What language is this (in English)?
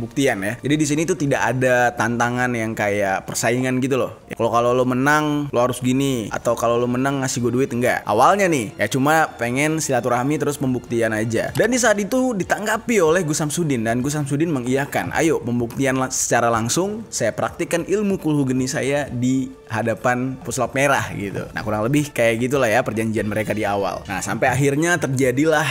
Indonesian